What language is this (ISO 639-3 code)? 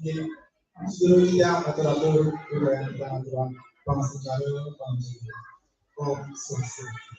ban